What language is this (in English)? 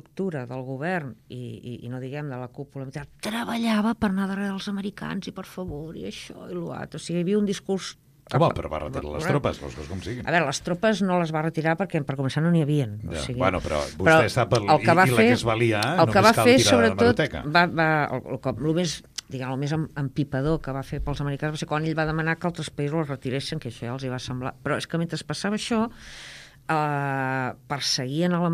Catalan